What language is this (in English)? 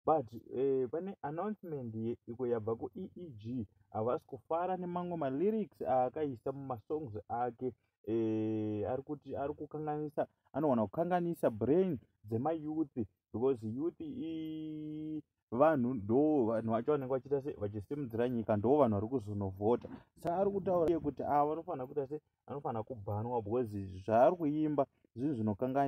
Shona